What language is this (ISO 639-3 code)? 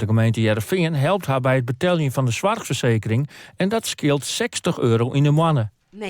fry